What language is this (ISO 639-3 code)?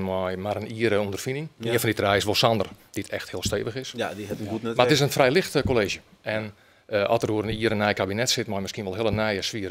fry